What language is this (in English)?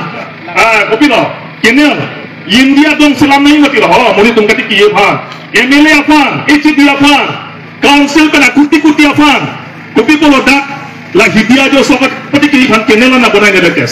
Karbi